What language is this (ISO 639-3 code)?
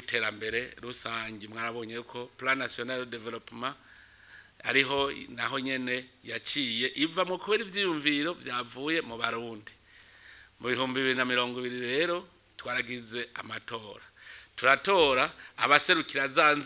run